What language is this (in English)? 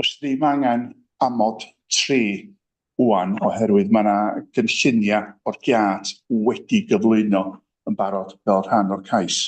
Welsh